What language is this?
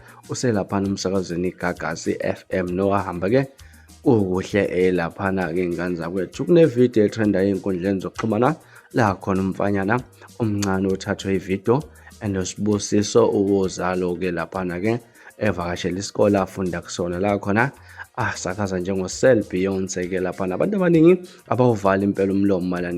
Zulu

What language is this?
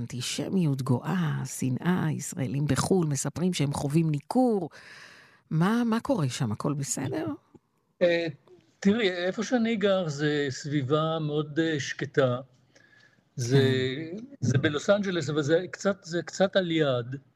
Hebrew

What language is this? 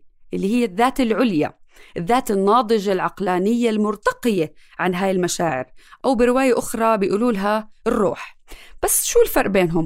North Levantine Arabic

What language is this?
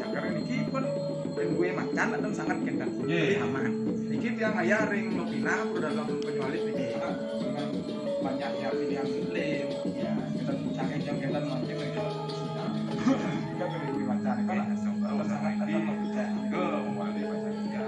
Balinese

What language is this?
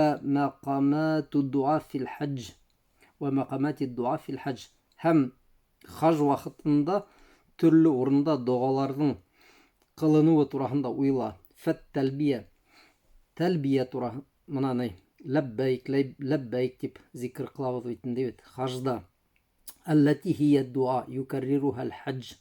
Bashkir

